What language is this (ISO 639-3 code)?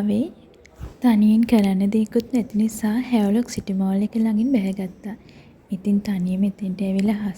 sin